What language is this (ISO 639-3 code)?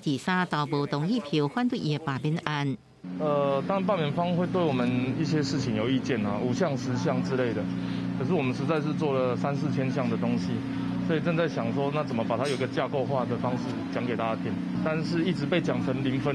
nan